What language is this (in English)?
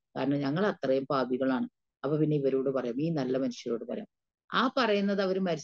Malayalam